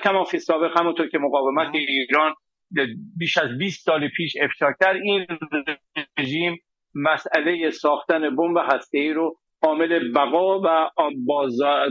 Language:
Persian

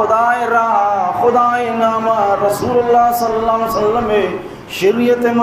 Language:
Baluchi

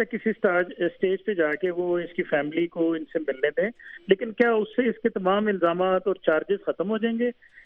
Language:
Urdu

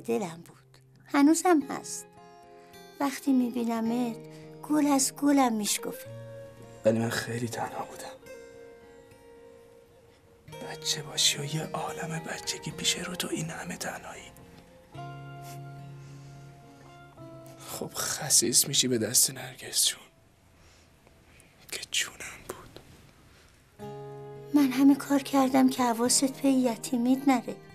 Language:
Persian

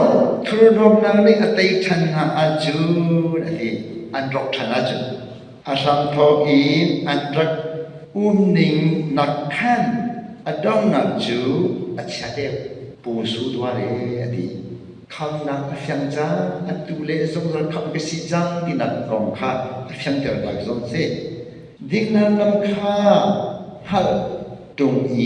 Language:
Hakha Chin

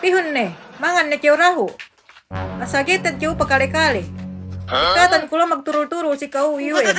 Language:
Yakan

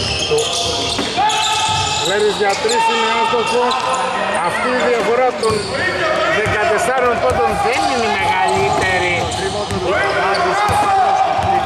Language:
Greek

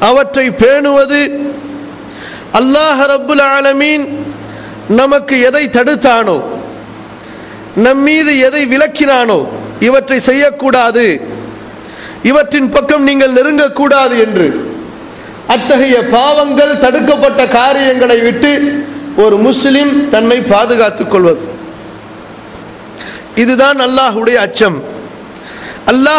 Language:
Tamil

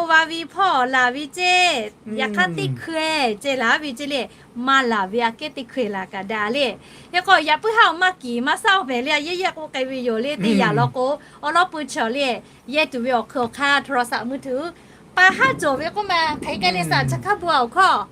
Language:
Lahu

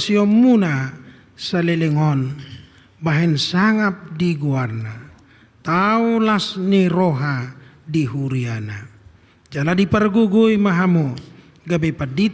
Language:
Batak Toba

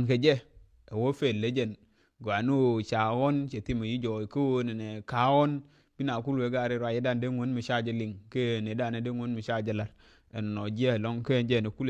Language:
Nuer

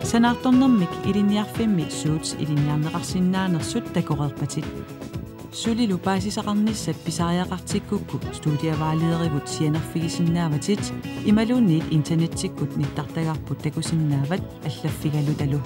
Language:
Kalaallisut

